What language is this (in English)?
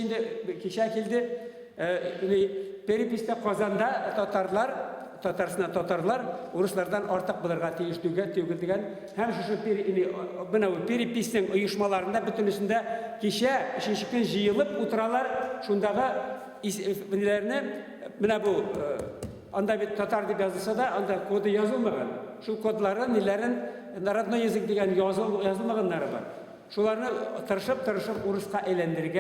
Tatar